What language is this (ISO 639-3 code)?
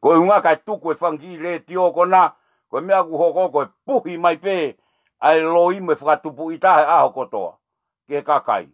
ton